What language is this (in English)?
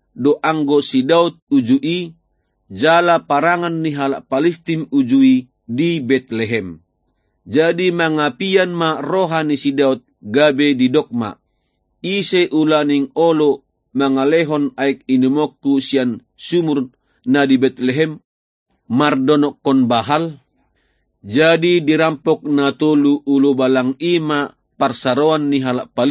Batak Toba